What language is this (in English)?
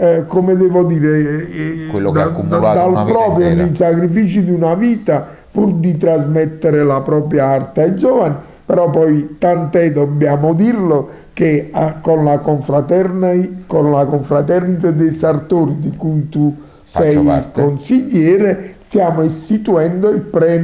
Italian